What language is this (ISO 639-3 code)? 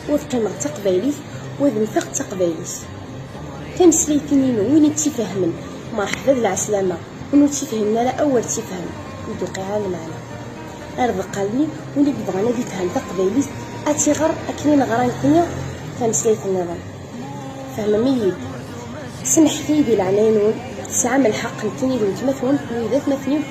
kab